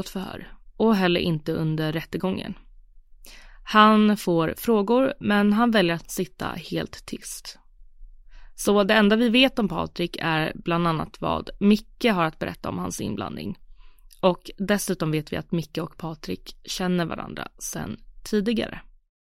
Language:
Swedish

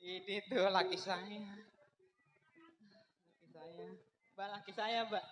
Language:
Betawi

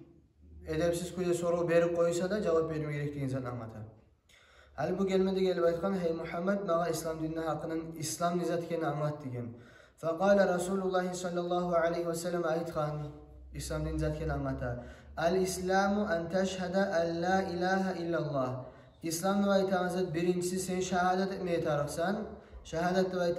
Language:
Kumyk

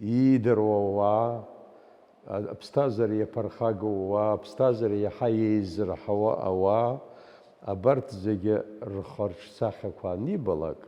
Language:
Abkhazian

